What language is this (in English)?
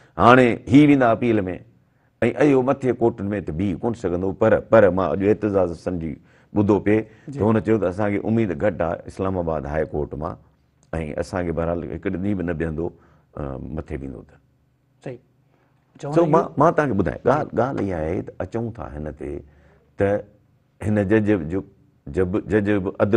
Sindhi